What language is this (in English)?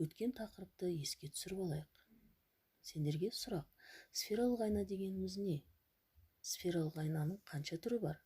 Kazakh